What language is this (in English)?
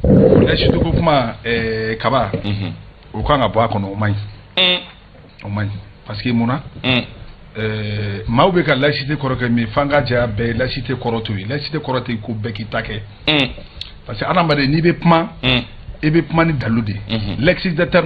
Bambara